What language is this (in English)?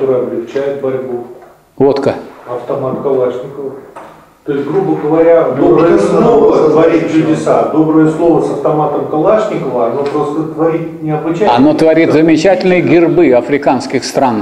Russian